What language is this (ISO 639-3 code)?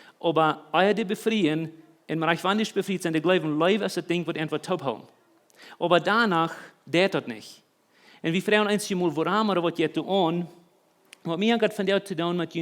pdt